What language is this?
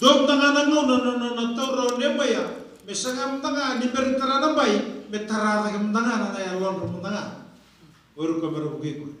Fijian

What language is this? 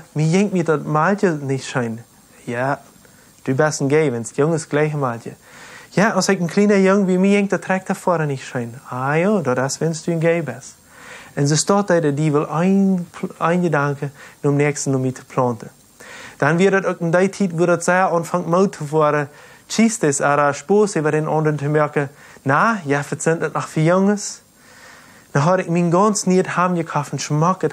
Plautdietsch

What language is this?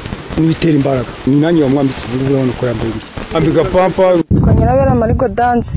Kinyarwanda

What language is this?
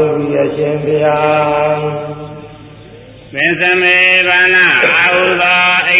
Burmese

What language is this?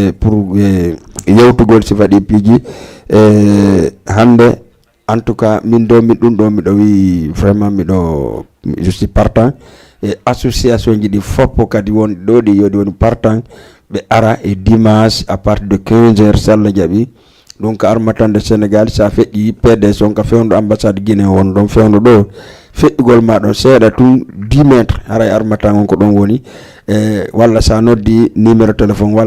Fula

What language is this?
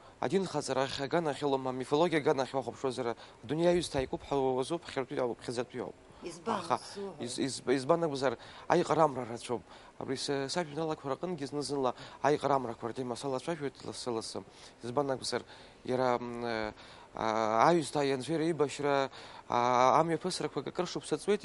Abkhazian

